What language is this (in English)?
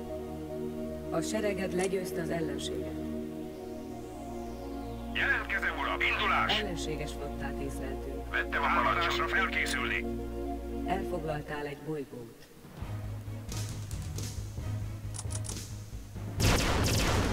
Hungarian